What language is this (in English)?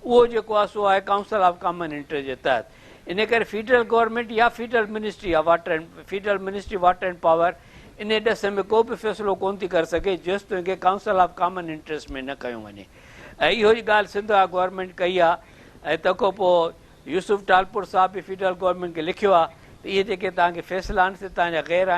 Sindhi